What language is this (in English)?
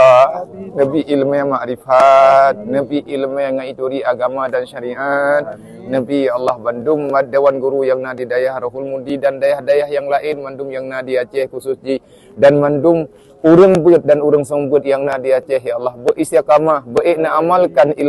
Achinese